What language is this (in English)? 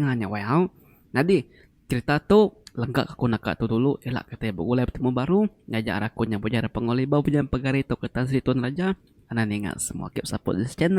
Iban